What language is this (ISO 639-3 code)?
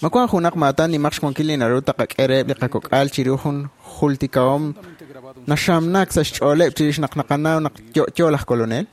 kek